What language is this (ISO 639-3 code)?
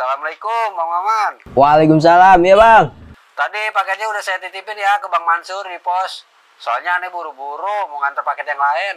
bew